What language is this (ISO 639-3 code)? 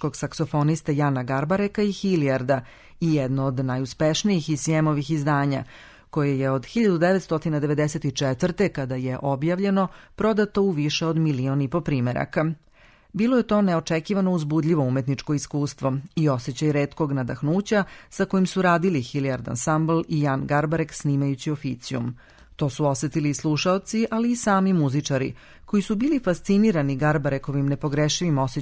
srp